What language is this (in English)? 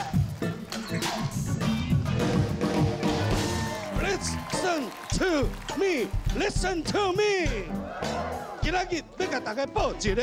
Min Nan Chinese